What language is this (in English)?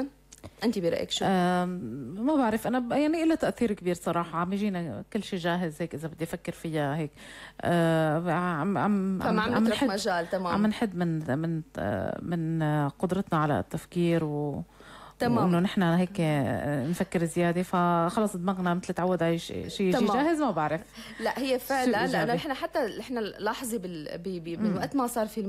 North Levantine Arabic